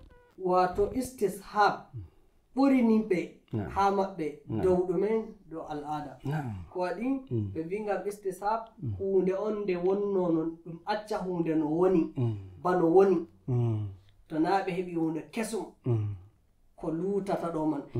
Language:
Nigerian Fulfulde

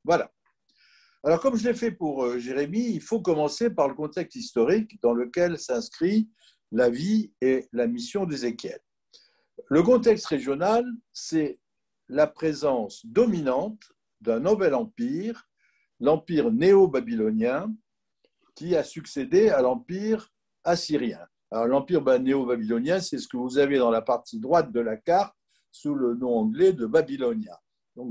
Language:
French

